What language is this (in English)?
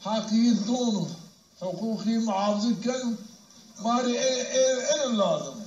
Zaza